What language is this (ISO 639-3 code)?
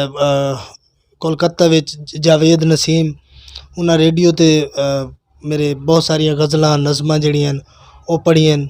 lah